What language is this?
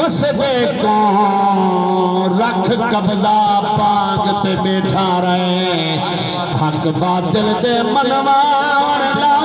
Saraiki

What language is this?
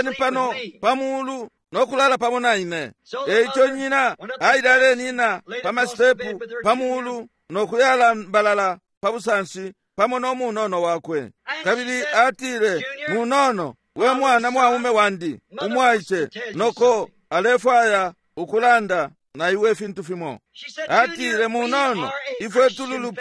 Bemba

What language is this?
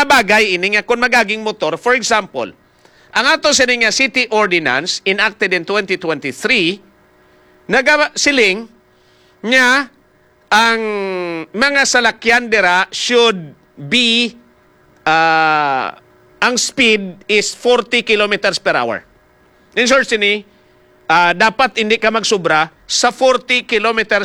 Hiligaynon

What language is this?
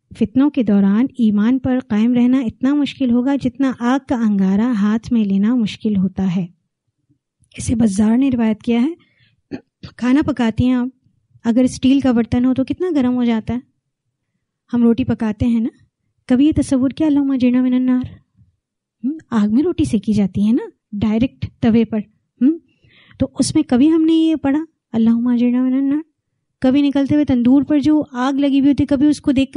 Urdu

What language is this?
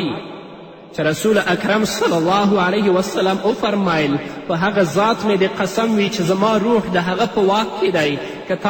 Pashto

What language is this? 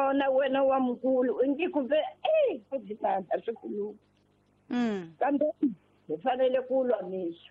Tsonga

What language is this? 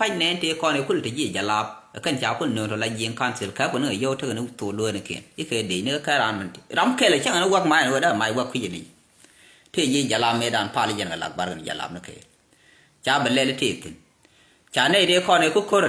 Nuer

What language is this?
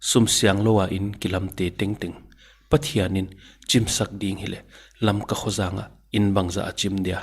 Paite Chin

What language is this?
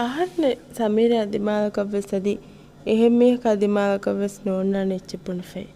Divehi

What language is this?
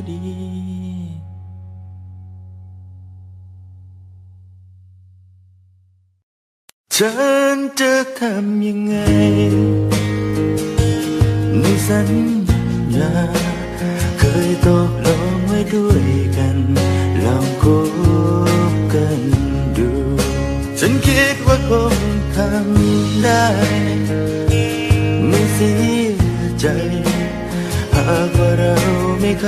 Thai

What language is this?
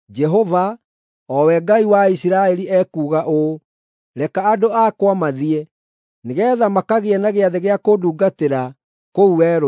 Kikuyu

